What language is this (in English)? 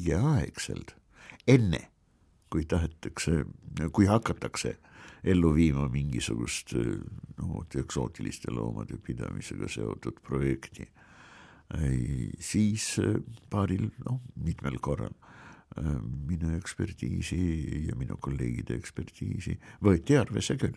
Estonian